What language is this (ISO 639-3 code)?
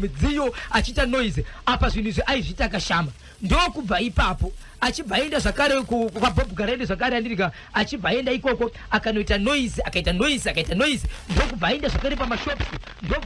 sna